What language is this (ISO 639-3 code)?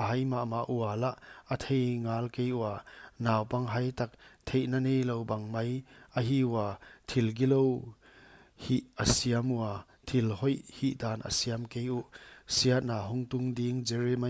pck